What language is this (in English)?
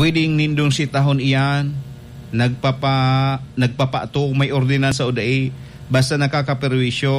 Bikol